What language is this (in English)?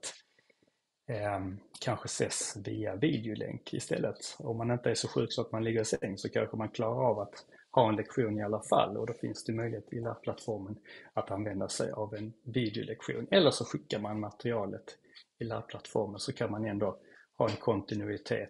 Swedish